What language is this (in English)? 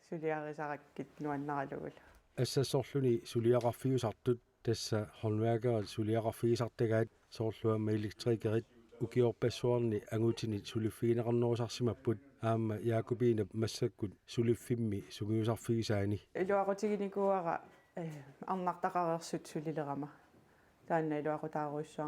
Kalaallisut